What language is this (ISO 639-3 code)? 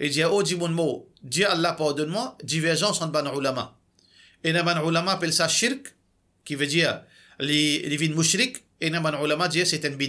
mfe